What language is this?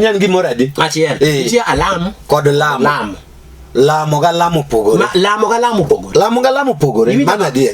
Luo (Kenya and Tanzania)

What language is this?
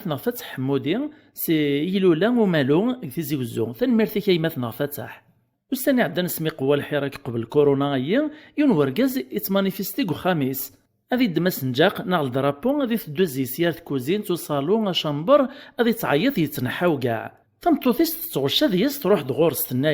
Kabyle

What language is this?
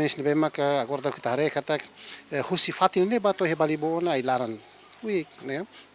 Tetum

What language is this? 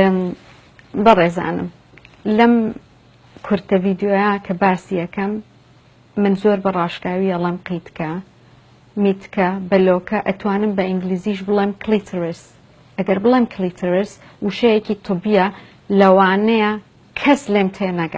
Central Kurdish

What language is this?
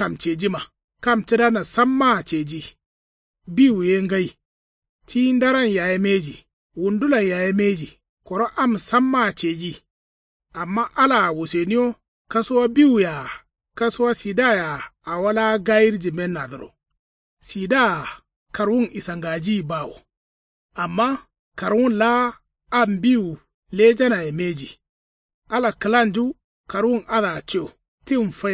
Kanuri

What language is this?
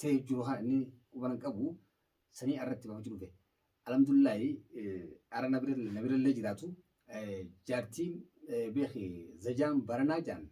Oromo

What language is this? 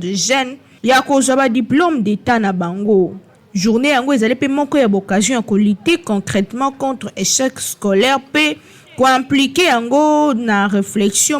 Lingala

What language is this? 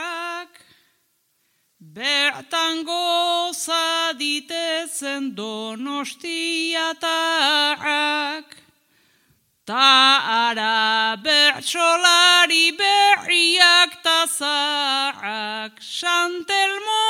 Basque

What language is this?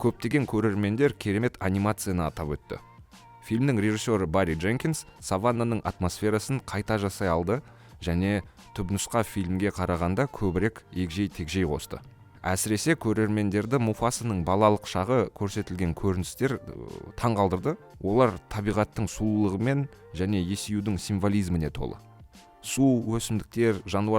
Kazakh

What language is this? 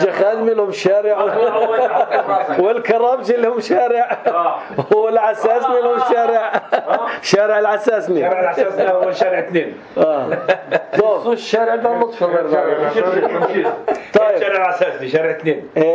North Levantine Arabic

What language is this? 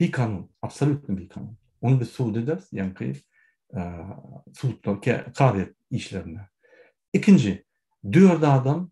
Turkmen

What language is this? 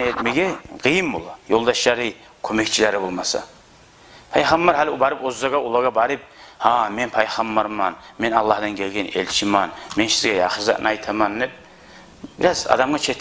Kumyk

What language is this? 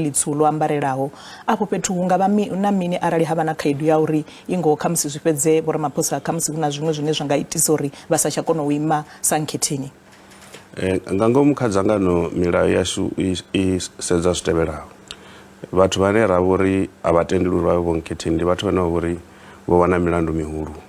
Venda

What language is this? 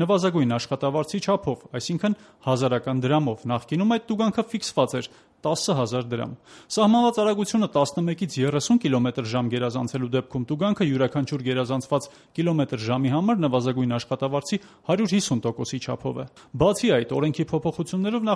Armenian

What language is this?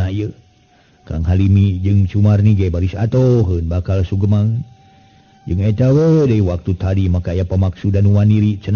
Sundanese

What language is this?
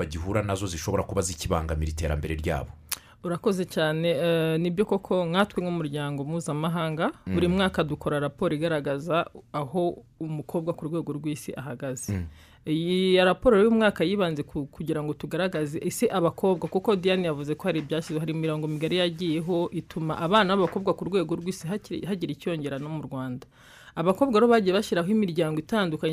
Kinyarwanda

